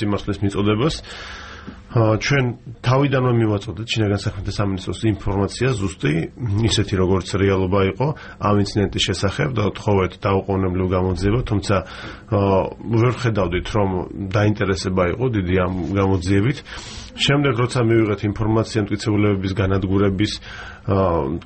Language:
Georgian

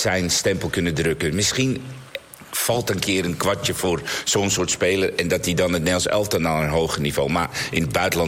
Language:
Dutch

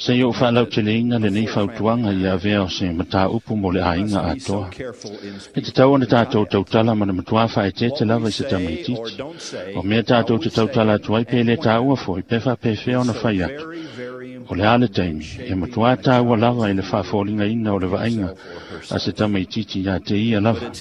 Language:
Samoan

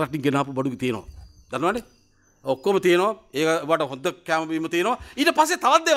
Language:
Sinhala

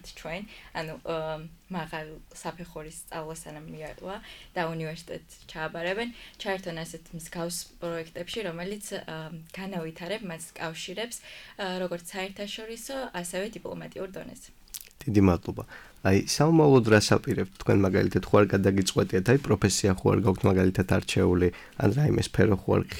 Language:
Georgian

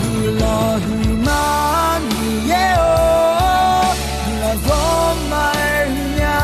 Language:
Akha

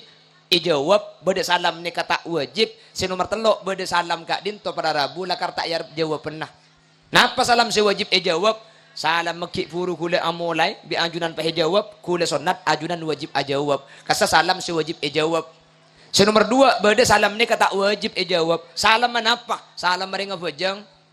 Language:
Madurese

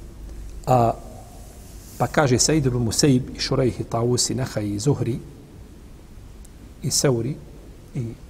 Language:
Bosnian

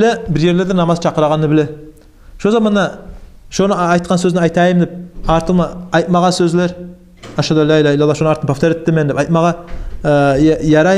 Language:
Kumyk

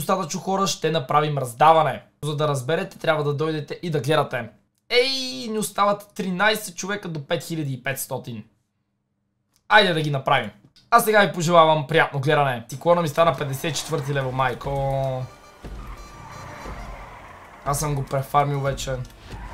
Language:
Bulgarian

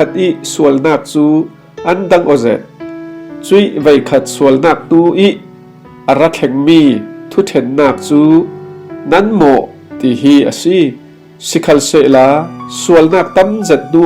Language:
Falam Chin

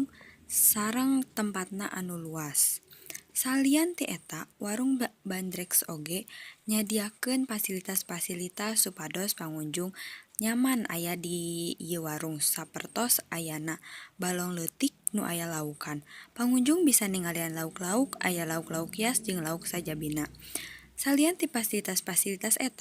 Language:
Sundanese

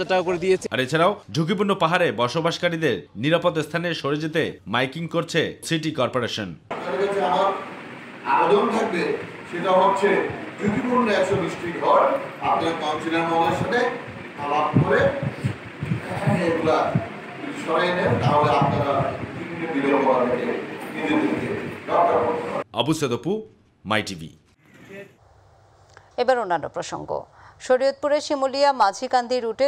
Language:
Bangla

